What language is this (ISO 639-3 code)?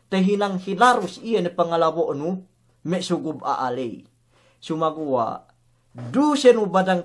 yka